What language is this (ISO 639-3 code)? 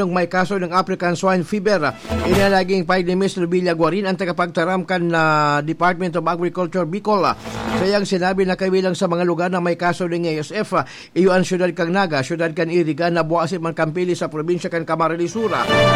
bik